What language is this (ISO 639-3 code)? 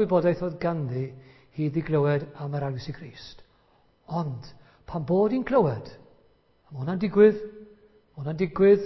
cym